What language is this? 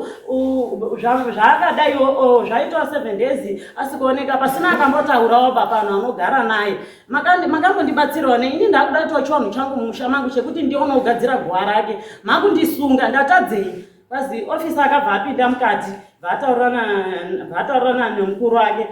Shona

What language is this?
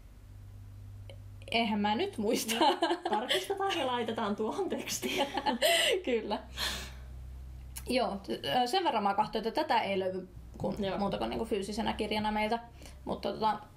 Finnish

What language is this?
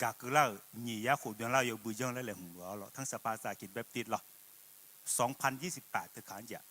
Akha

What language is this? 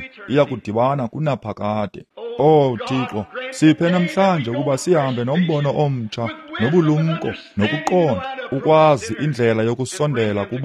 Xhosa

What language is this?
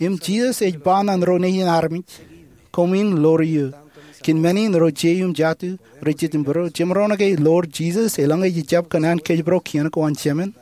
Marshallese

